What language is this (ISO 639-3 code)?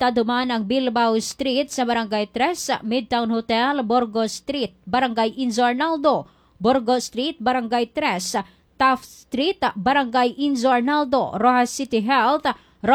hil